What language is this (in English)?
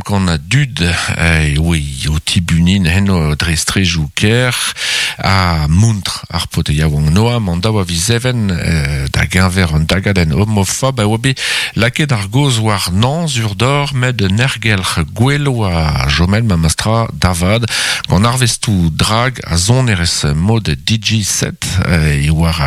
Breton